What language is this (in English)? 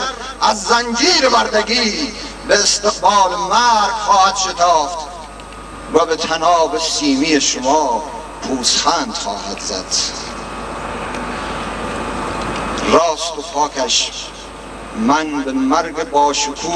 Persian